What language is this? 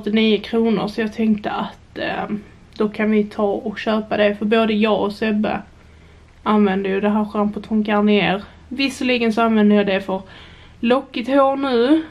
Swedish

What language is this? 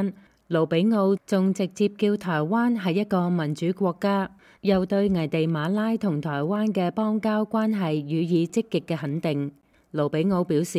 Cantonese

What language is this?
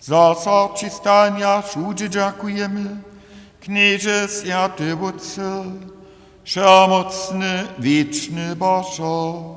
Upper Sorbian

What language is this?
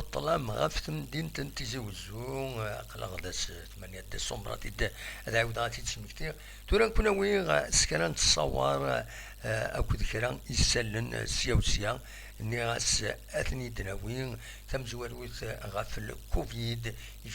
Kabyle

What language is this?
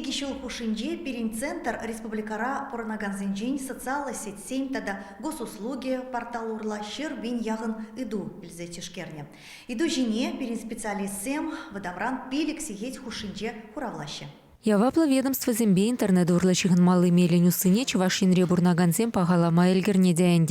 Chuvash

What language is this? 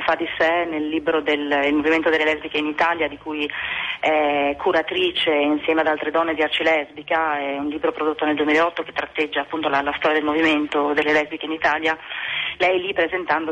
Italian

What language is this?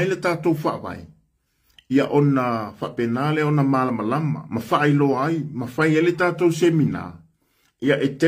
Samoan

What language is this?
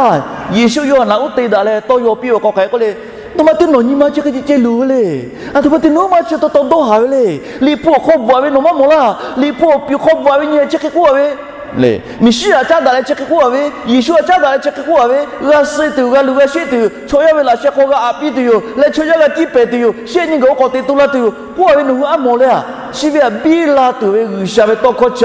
Lahu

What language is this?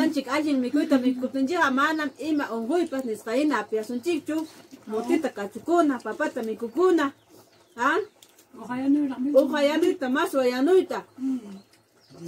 Ayacucho Quechua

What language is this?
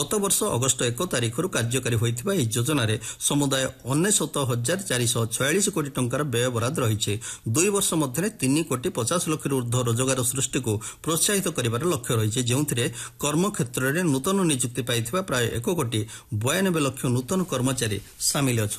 Odia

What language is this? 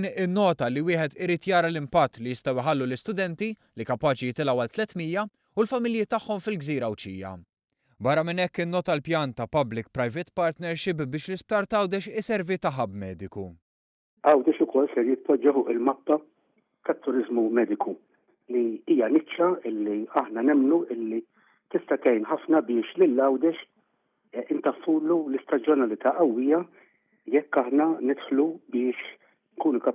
Maltese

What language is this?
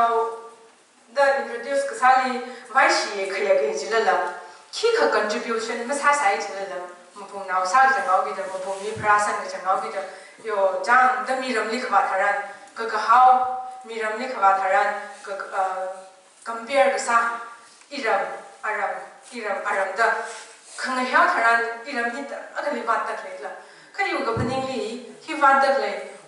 Tangkhul Naga (India)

